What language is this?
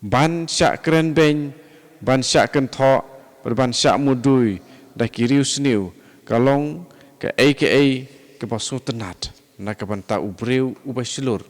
Khasi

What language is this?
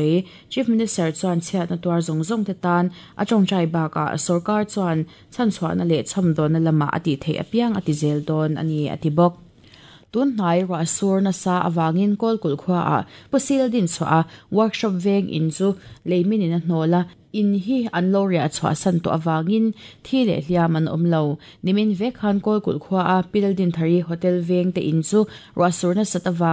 Mizo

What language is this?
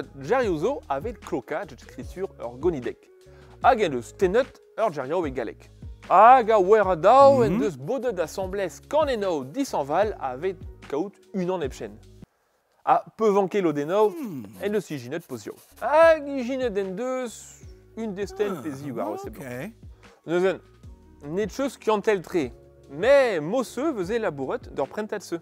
Breton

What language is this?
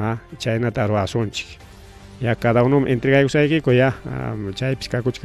Ayacucho Quechua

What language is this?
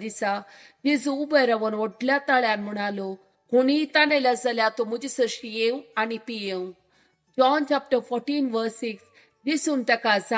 Konkani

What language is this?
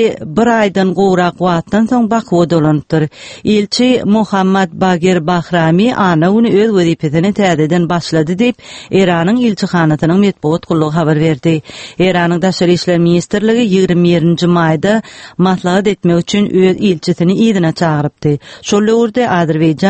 Turkmen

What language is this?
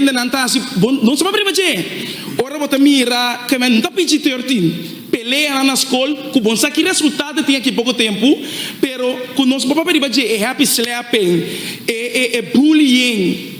Papiamento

